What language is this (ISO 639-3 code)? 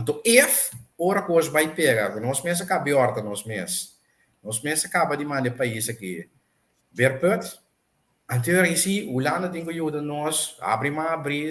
pap